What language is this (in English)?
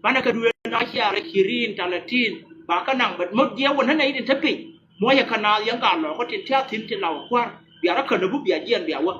Nuer